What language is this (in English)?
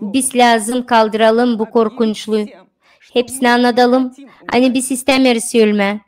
Gagauz